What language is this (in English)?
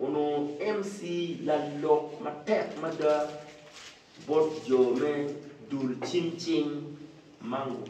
Acoli